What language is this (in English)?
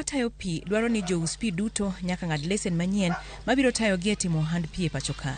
Luo (Kenya and Tanzania)